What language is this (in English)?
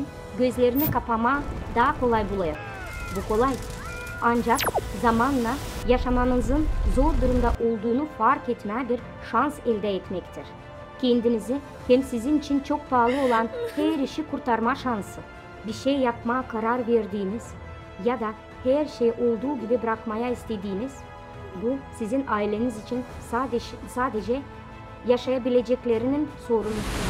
Gagauz